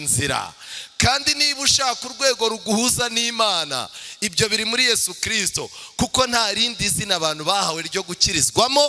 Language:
Kinyarwanda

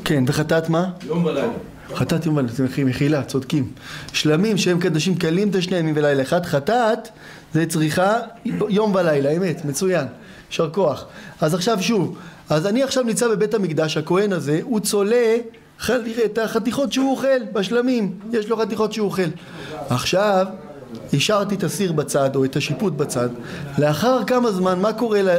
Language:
Hebrew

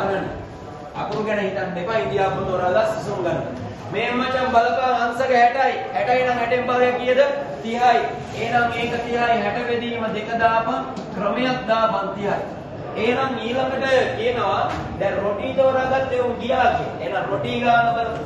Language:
Sinhala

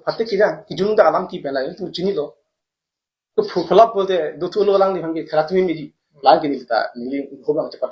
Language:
Karbi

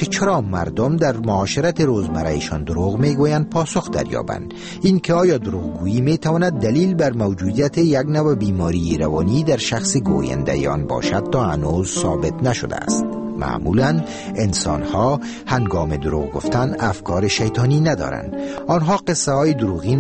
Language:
Persian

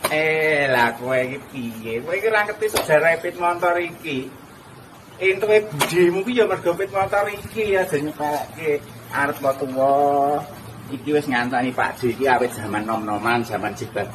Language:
Javanese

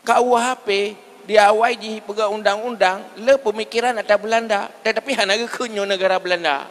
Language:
Achinese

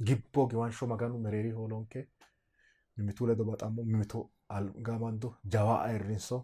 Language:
Sidamo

